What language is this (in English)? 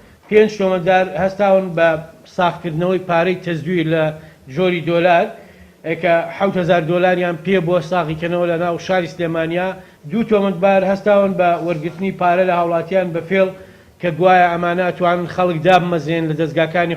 Central Kurdish